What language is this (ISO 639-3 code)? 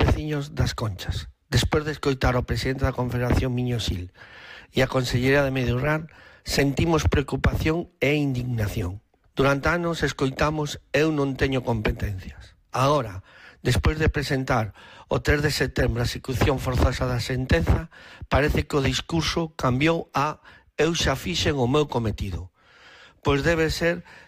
glg